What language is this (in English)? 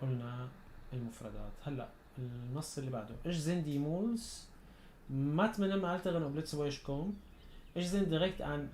North Levantine Arabic